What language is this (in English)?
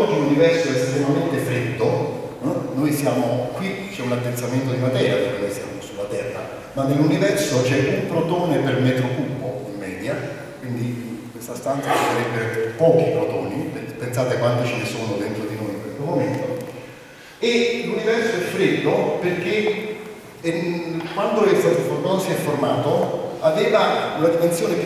Italian